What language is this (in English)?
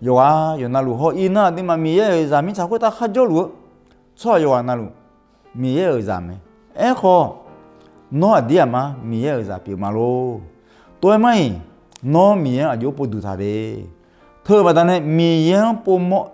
Akha